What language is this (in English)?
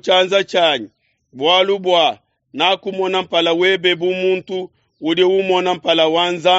Luba-Lulua